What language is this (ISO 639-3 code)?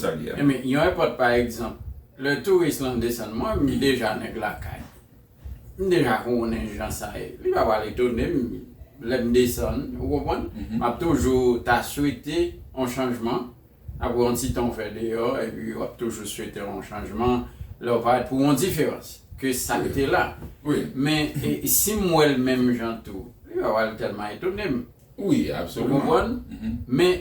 hat